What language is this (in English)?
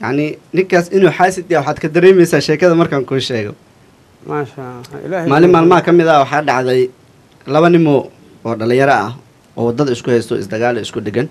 Somali